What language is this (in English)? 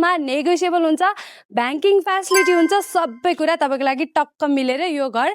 Nepali